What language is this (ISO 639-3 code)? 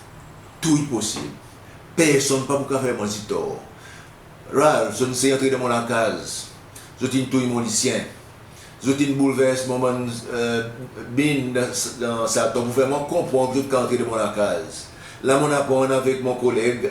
crs